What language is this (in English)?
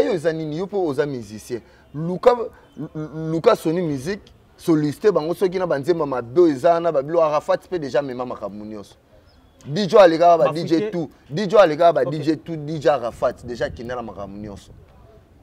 Lingala